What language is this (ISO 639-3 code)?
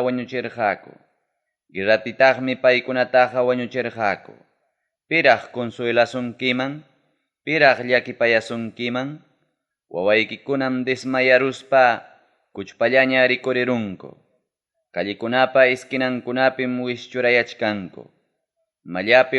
quy